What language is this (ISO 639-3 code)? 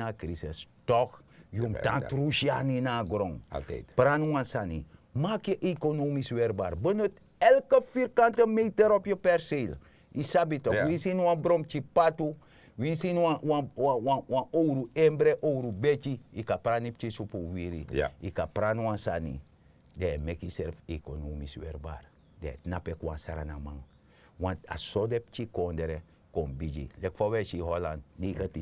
srn